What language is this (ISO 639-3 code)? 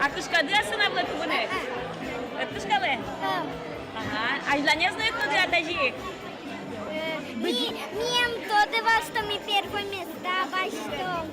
udm